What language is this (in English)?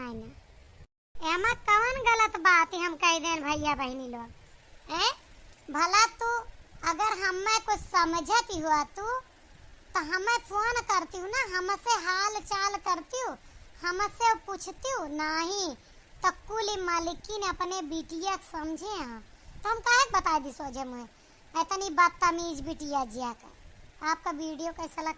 Awadhi